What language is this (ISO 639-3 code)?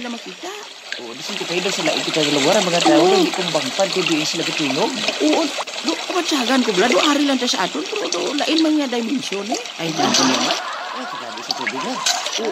hil